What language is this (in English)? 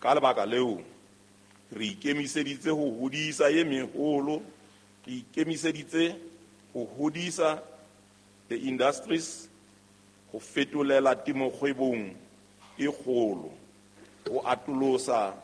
Southern Sotho